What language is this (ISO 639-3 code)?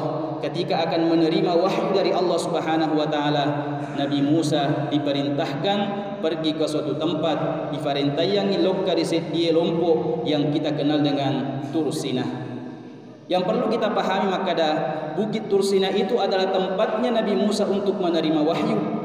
bug